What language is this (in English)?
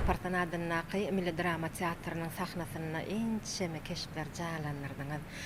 Turkmen